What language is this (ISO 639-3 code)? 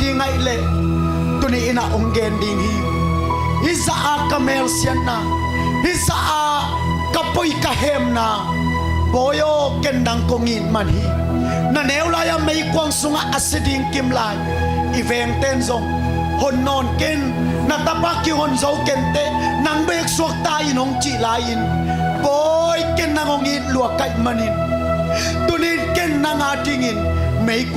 ctd